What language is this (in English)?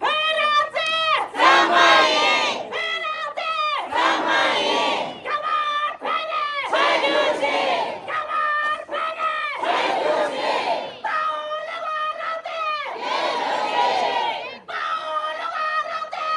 Tibetan